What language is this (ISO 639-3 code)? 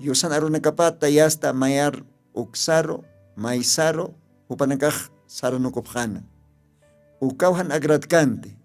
aym